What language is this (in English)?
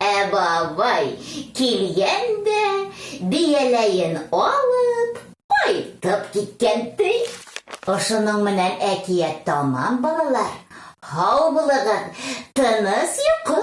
Bashkir